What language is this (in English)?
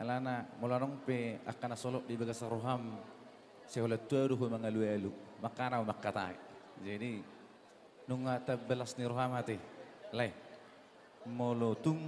Batak Toba